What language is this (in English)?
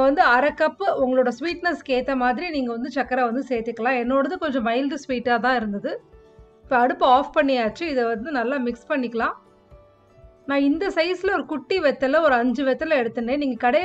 Tamil